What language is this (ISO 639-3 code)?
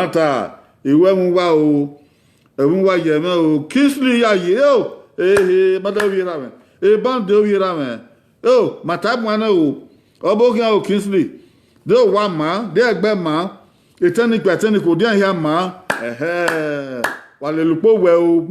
bin